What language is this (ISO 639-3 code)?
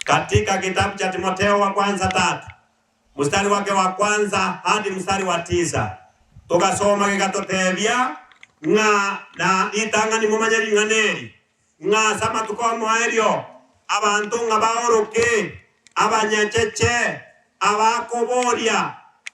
guz